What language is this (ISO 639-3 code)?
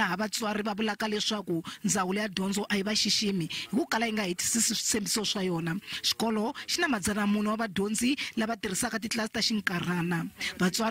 tso